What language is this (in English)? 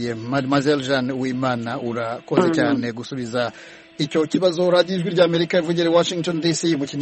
Kinyarwanda